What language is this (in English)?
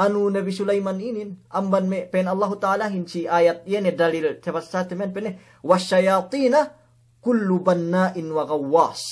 Yakan